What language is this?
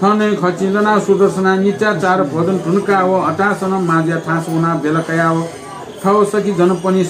Newari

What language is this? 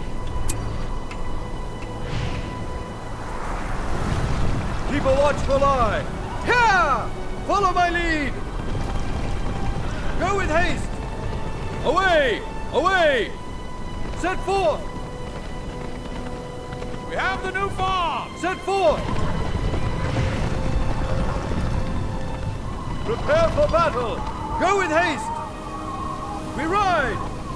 English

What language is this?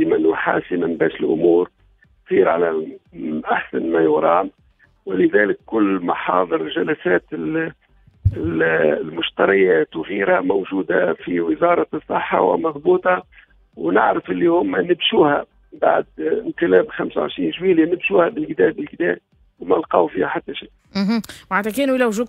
Tunisian Arabic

